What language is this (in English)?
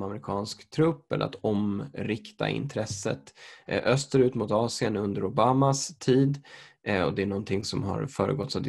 Swedish